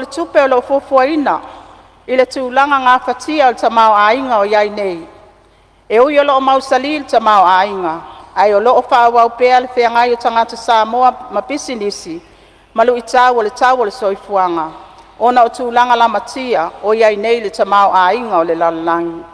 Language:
Samoan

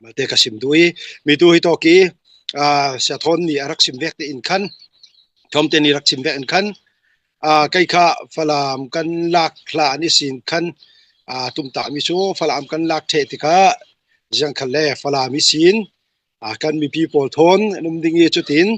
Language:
Falam Chin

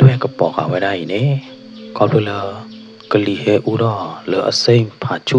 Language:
S'gaw Karen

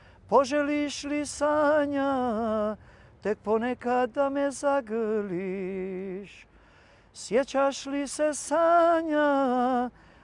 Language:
Bosnian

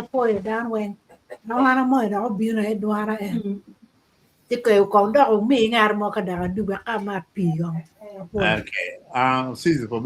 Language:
Acoli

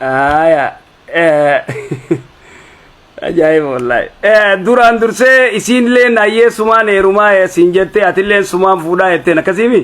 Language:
Oromo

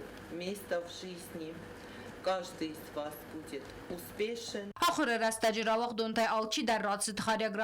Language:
Ossetic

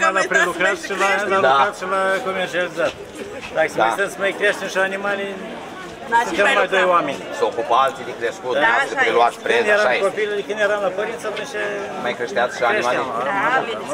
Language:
Romanian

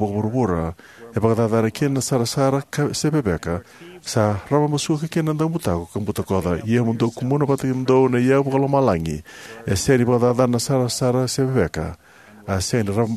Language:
Fijian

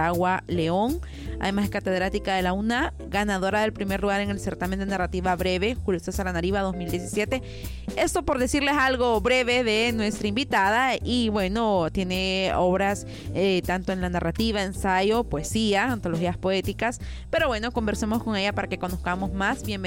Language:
Spanish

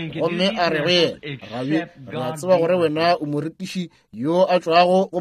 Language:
Northern Sotho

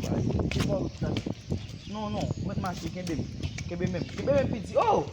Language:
Haitian Creole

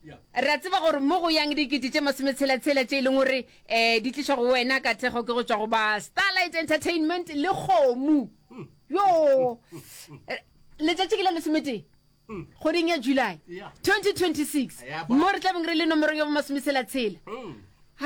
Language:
Northern Sotho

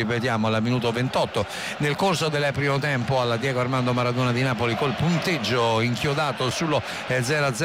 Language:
Italian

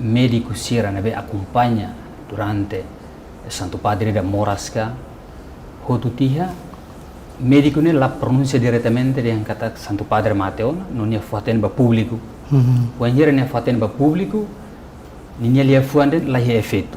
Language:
Tetum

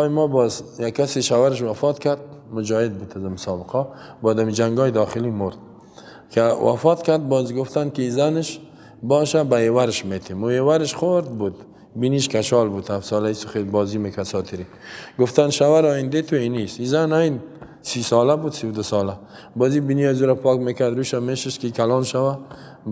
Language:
Persian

